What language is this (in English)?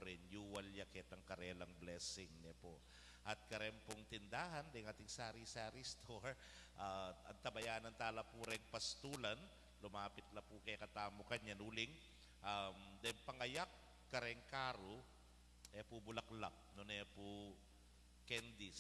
Pampanga